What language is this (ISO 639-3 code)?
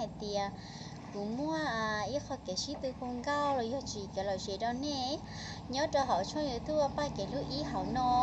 hmn